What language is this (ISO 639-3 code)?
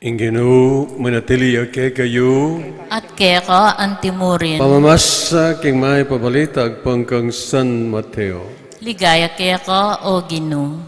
pam